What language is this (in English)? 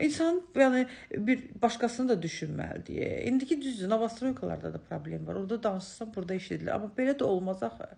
Azerbaijani